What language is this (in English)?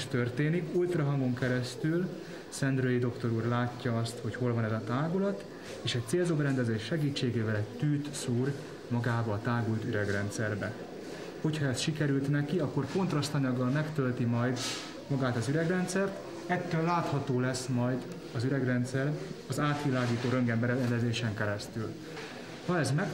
Hungarian